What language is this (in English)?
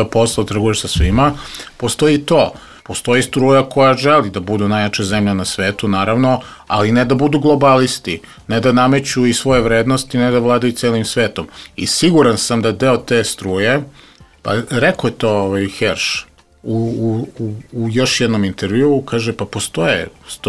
Serbian